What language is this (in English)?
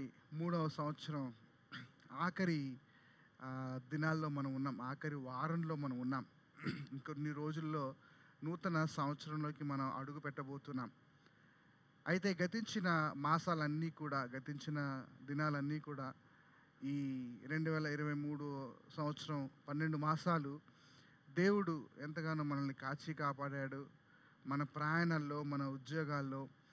Telugu